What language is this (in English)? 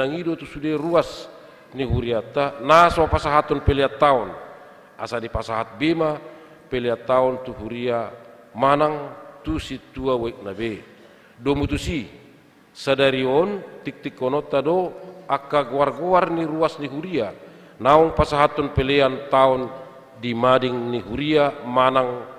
Batak Toba